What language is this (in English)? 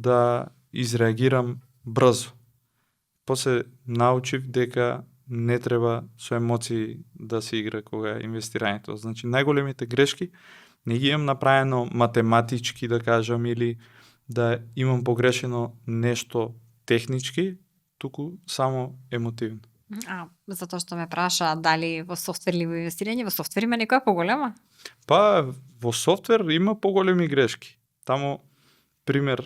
Macedonian